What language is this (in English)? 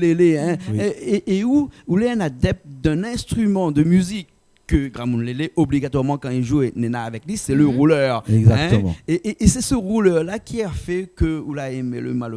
Réunion Creole French